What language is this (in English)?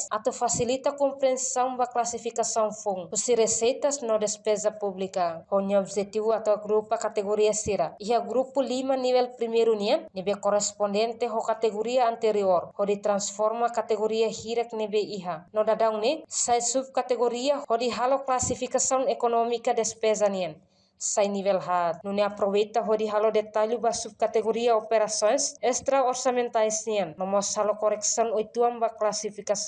Tetum